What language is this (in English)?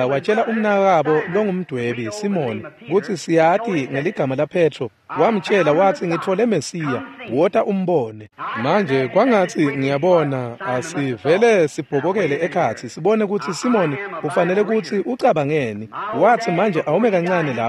Swati